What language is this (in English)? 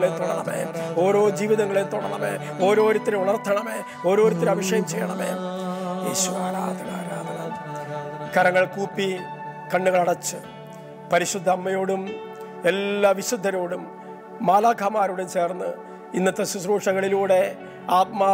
Malayalam